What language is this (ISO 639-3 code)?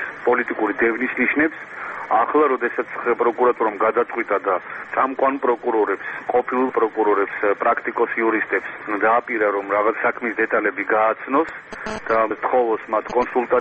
kat